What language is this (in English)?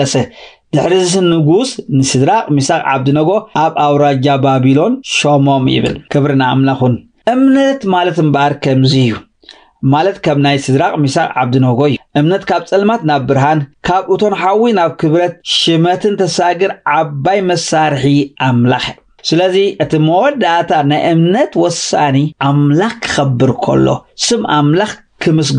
Tigrinya